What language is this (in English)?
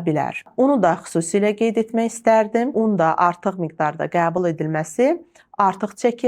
Azerbaijani